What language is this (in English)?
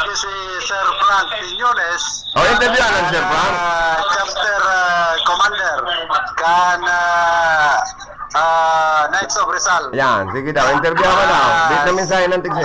Bikol